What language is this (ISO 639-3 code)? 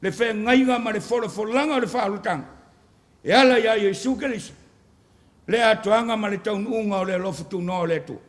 smo